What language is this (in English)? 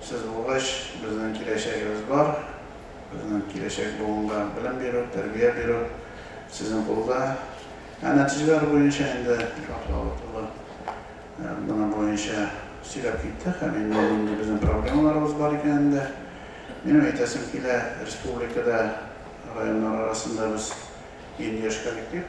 Tatar